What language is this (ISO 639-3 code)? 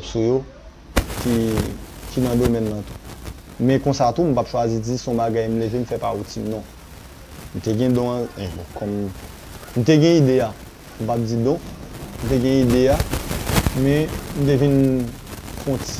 hat